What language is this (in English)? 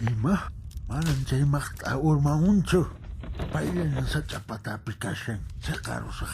Quechua